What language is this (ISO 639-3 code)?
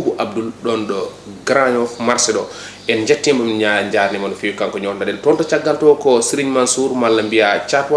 ful